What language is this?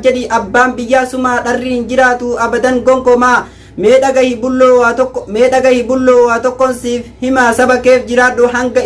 Oromo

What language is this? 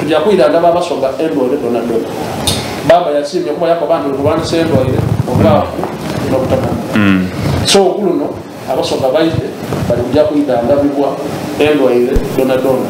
Soga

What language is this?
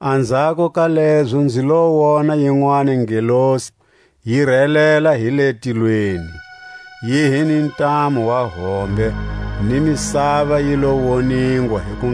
Tswa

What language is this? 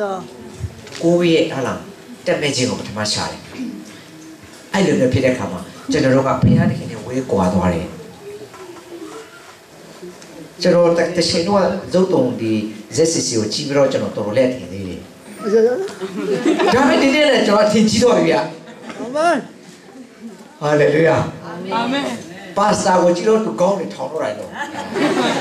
Burmese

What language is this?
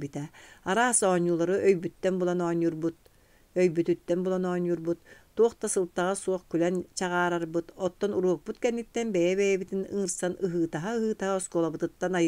Yakut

